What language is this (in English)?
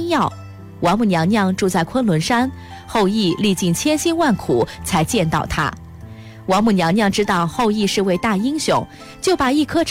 Chinese